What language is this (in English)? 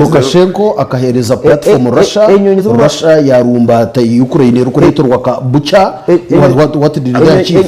Nyankole